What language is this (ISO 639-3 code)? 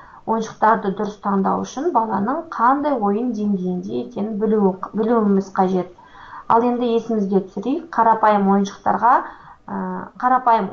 kaz